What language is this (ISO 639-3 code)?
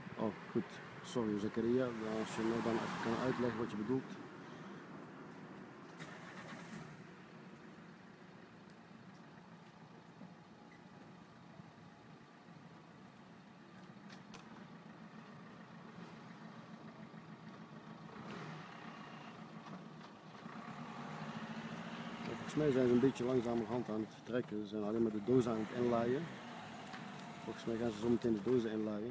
nld